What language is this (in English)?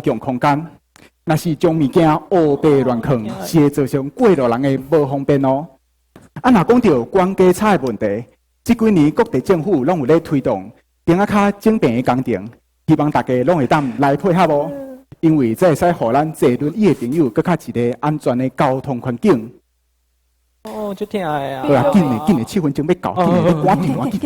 Min Nan Chinese